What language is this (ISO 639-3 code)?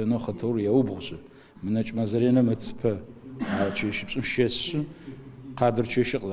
ady